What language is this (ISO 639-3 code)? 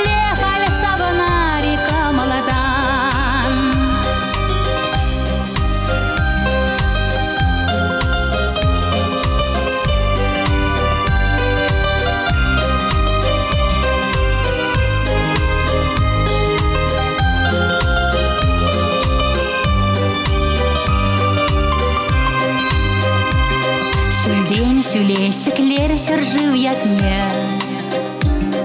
chv